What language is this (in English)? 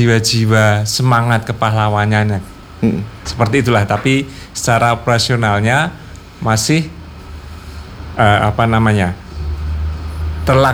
Indonesian